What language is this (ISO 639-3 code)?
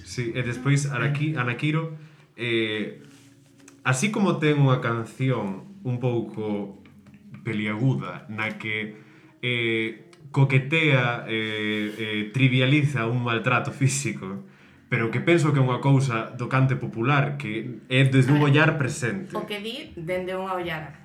glg